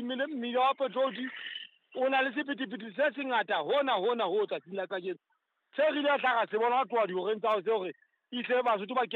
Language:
Southern Sotho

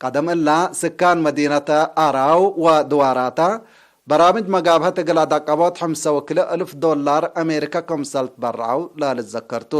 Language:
Tigre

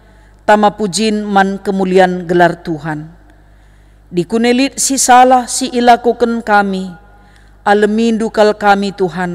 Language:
Batak Karo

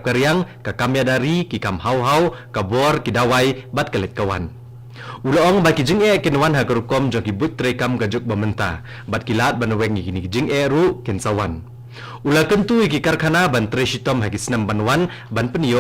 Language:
Khasi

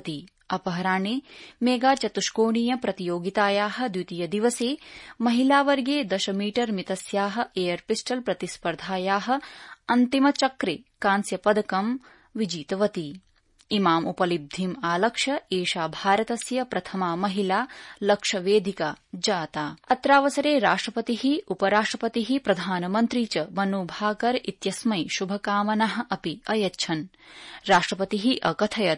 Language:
Sanskrit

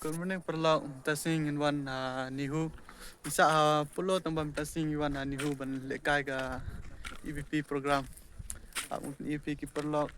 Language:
Khasi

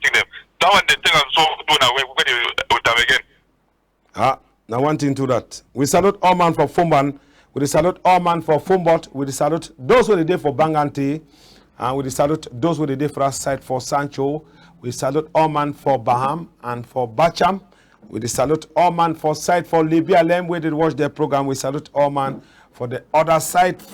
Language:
Cameroon Pidgin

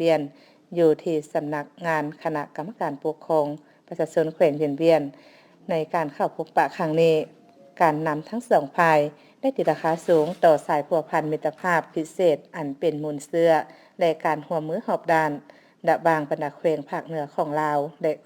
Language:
Lao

